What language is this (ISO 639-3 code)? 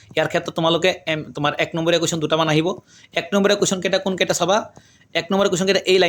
asm